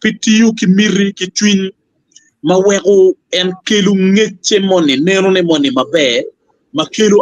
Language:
Acoli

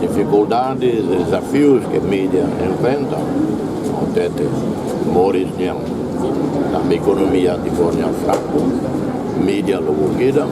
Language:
Tetum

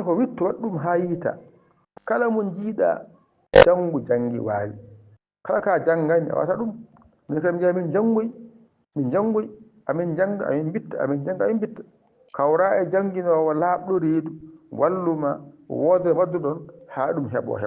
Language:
Fula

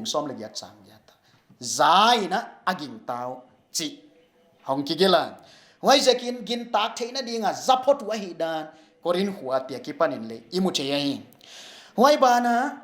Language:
Paite Chin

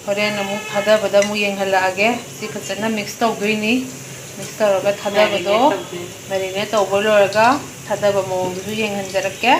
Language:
Manipuri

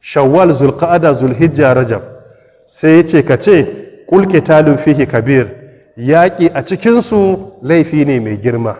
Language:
Hausa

